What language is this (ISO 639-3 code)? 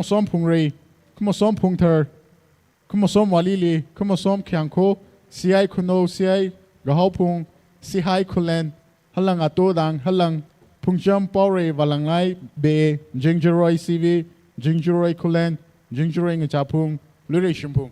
nmf